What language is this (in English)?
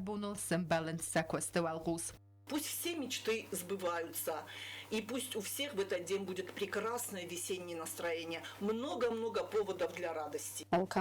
Ossetic